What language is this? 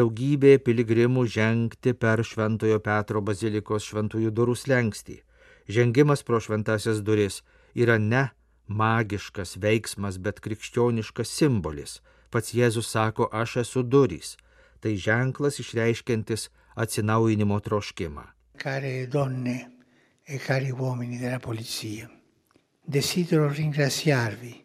Lithuanian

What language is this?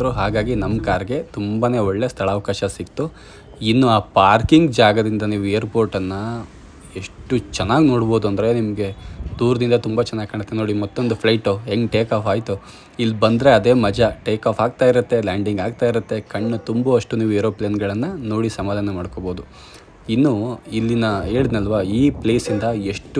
Kannada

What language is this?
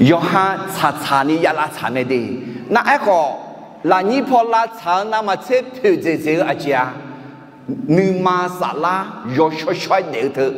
Akha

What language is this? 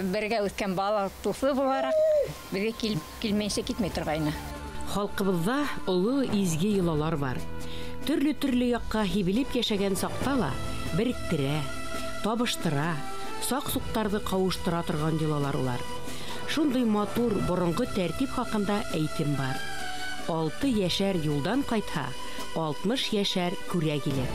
Bashkir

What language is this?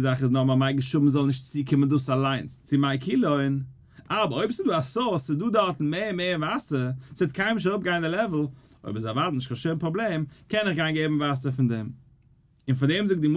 Yiddish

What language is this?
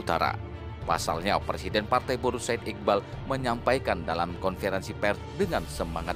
Indonesian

